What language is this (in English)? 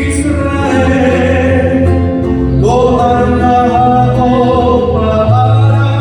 Guarani